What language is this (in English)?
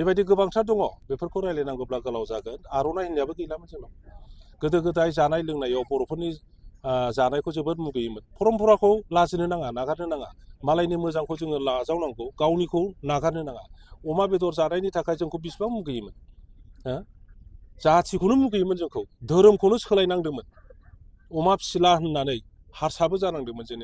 Bodo